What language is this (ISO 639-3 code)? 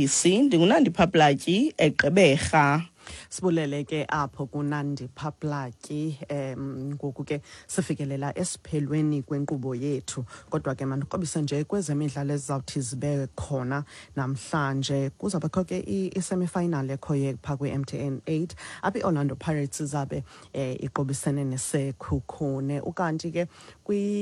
xho